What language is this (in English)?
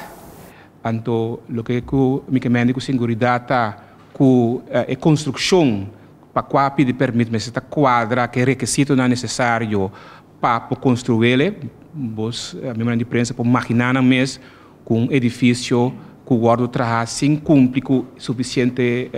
Papiamento